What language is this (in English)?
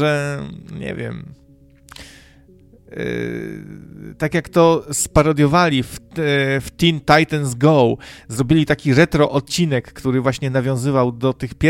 Polish